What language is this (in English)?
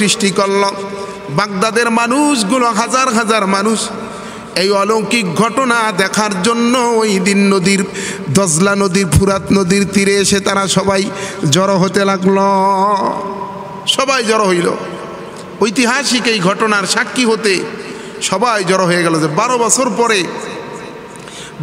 Bangla